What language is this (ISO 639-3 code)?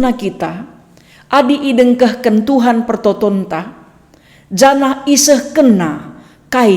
btx